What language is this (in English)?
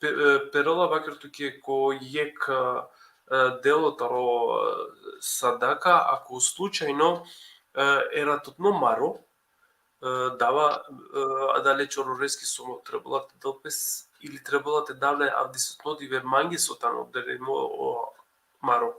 Balkan Romani